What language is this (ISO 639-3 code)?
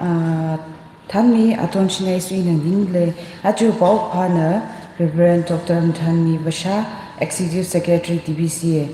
nmf